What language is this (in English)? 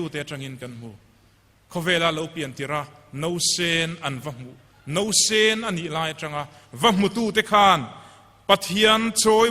Mizo